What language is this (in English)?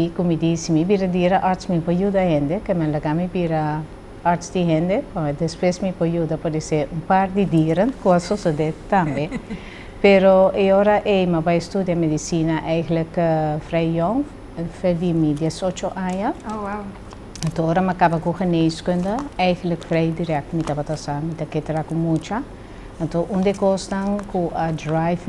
Papiamento